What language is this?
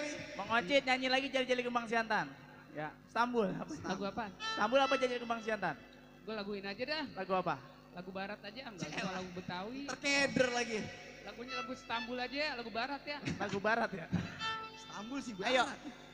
Betawi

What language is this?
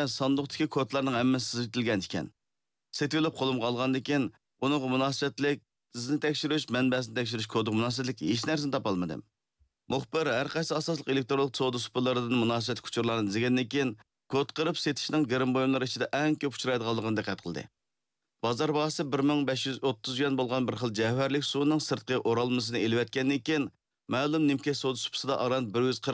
Uyghur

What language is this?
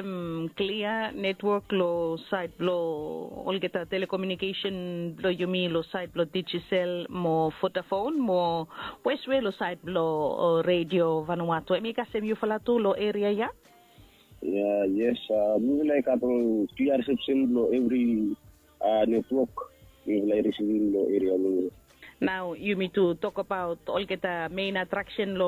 Bislama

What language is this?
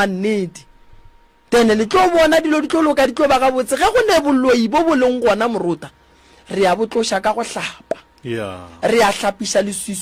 Northern Sotho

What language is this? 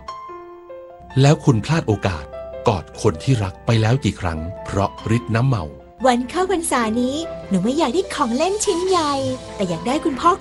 Thai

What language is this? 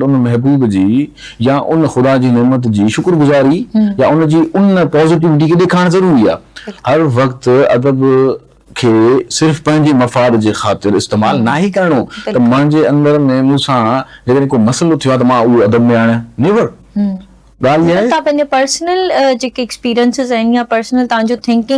Sindhi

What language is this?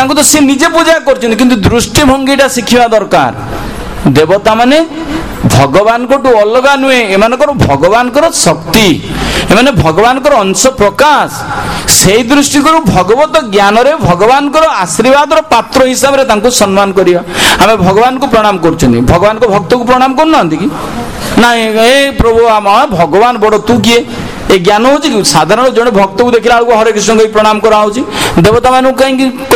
Odia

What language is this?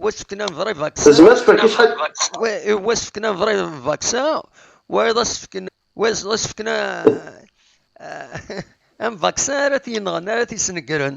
Kabyle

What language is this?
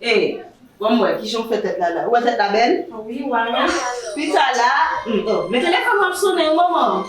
Haitian Creole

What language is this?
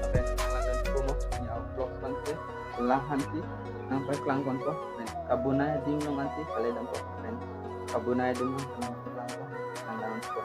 Karbi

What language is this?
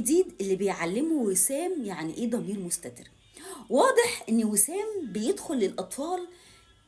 Egyptian Arabic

